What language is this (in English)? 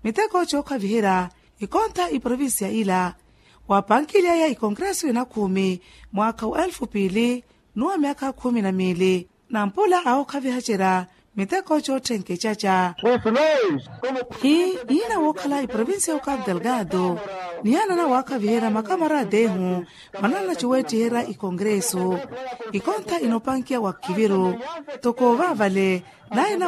Makhuwa